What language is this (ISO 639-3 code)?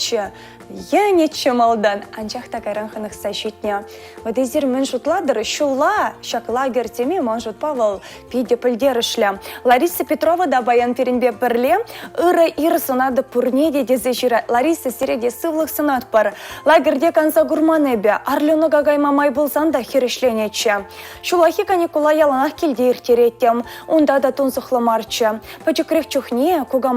chv